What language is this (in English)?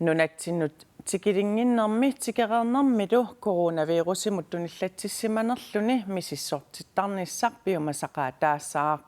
Kalaallisut